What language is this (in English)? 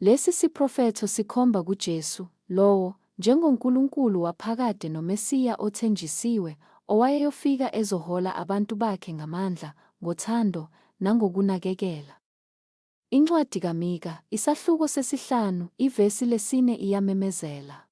Zulu